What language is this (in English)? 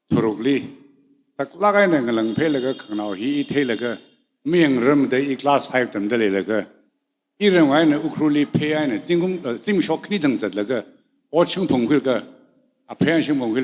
Tangkhul Naga (India)